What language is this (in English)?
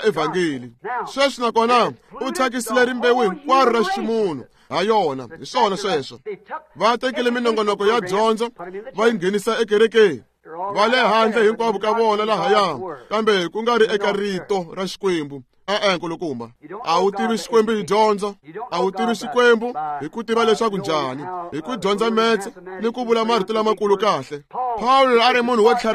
Tsonga